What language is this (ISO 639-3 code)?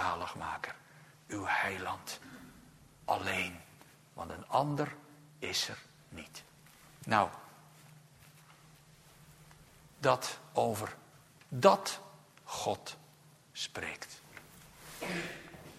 nld